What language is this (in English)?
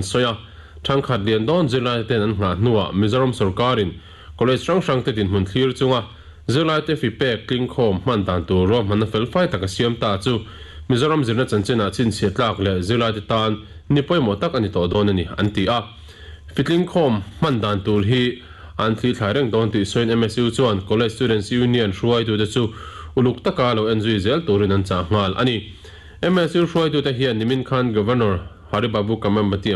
Mizo